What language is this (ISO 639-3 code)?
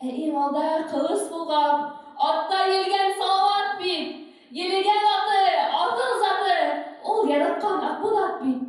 bak